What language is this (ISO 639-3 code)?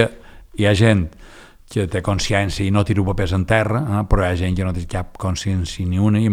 cat